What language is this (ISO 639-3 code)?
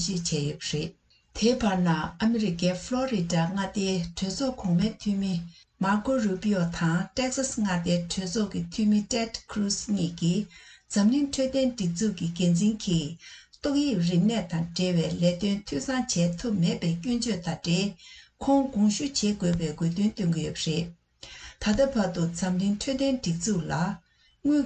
bod